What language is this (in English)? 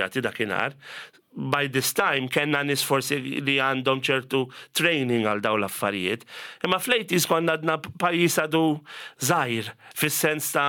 Maltese